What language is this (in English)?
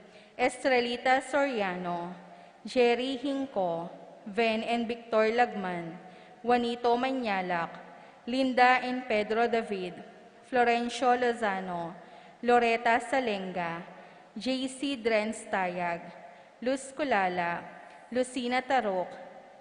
Pampanga